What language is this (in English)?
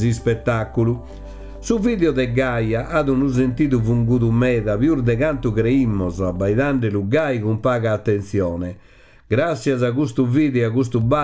Sardinian